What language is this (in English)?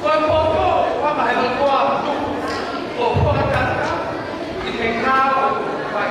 Tongan